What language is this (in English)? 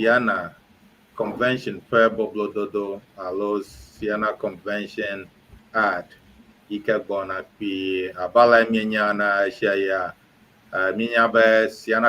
Ewe